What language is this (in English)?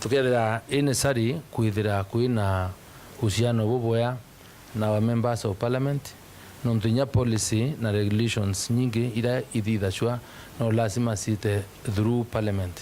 Meru